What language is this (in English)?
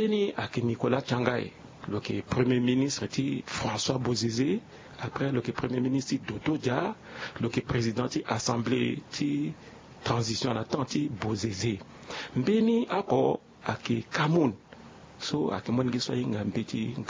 Sango